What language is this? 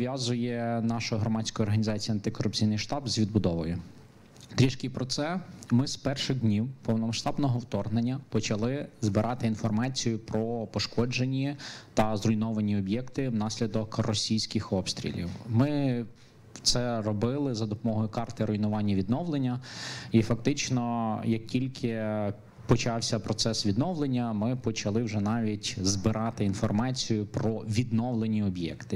Ukrainian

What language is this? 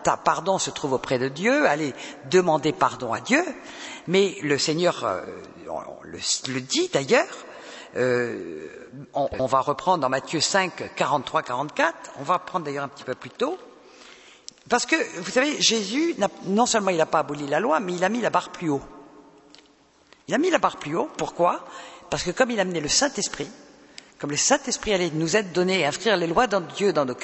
French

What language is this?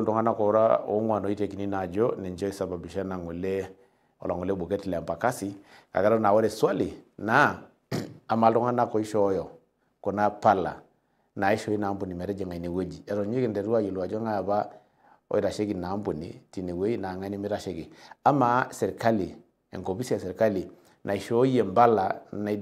Masai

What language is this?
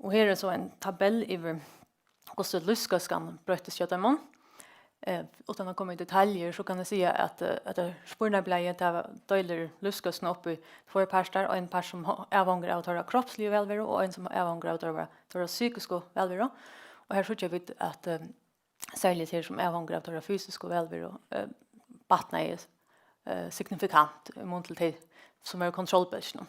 Faroese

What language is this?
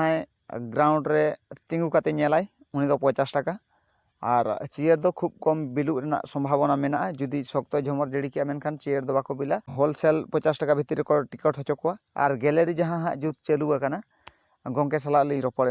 Santali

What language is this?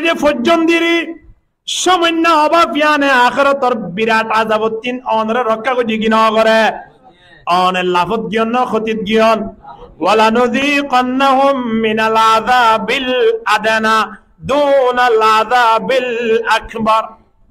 Rohingya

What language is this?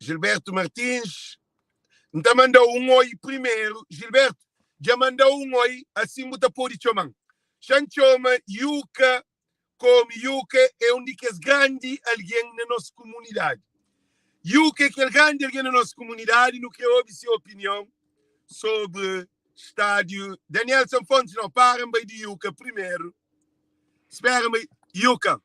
Kabuverdianu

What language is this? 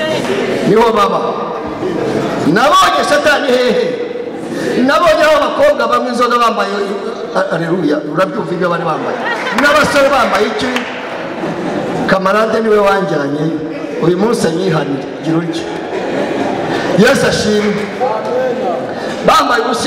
Kinyarwanda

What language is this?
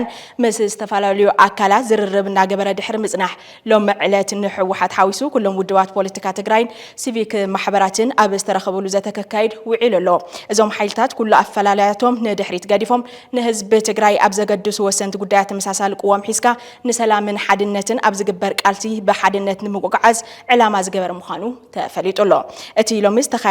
Tigrinya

